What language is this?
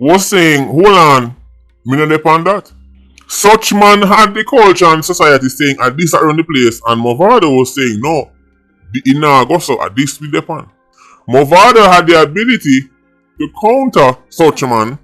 Jamaican Creole English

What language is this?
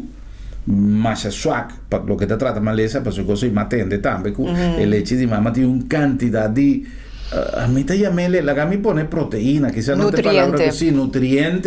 Papiamento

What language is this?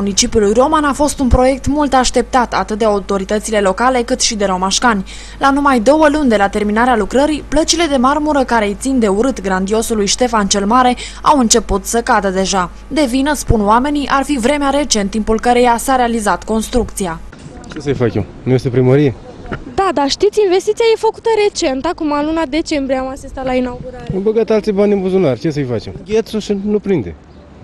Romanian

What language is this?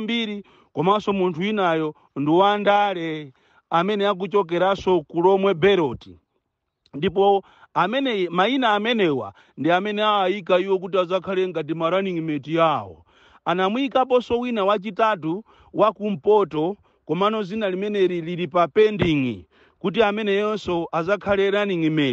Nyanja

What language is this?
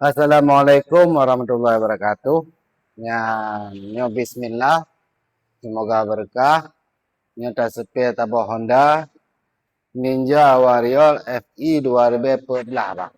Achinese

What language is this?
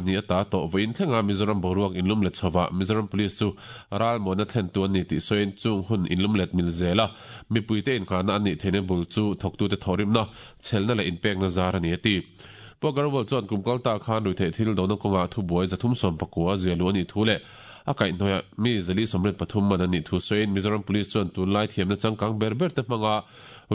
Mizo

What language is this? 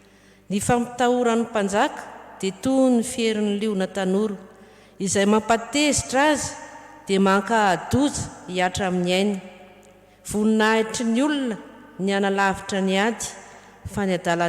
Malagasy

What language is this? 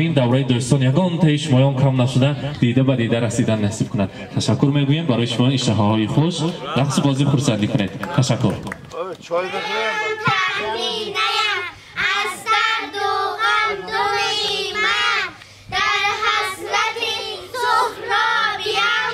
Persian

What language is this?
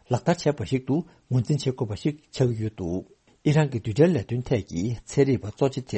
Tibetan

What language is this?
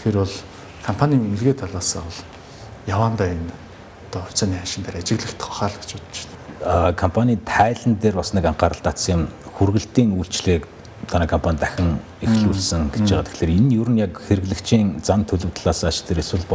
Mongolian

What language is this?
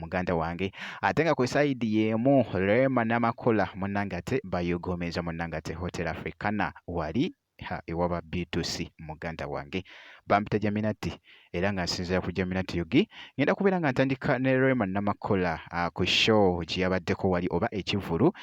Ganda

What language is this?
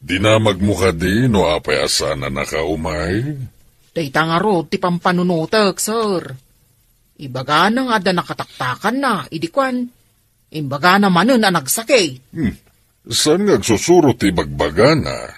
Iloko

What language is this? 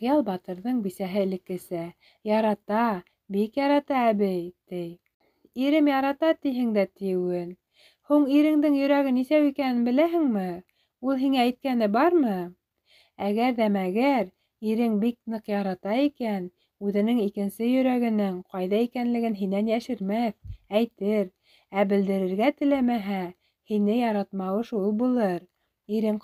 Bashkir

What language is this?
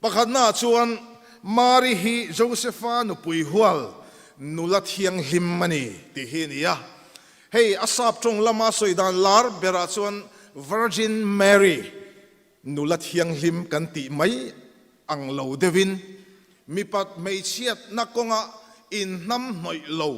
Mizo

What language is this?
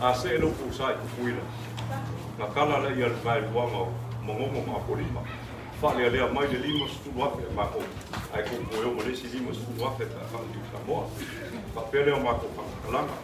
Samoan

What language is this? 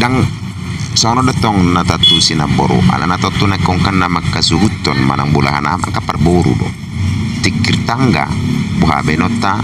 Batak Toba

